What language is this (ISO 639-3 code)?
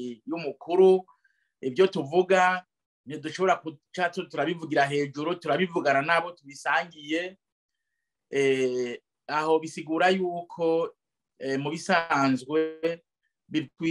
run